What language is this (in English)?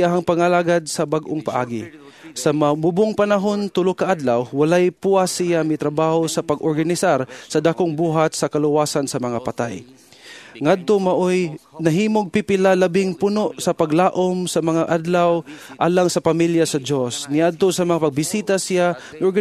Cebuano